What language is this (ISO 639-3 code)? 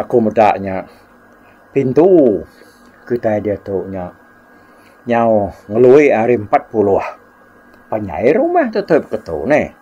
iba